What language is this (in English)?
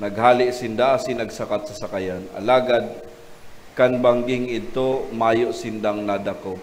Bikol